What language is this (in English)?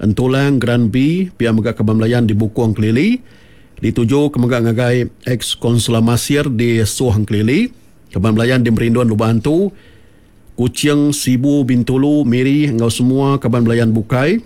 Iban